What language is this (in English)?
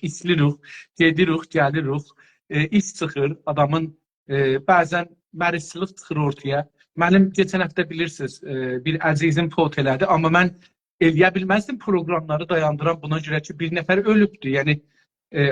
South Azerbaijani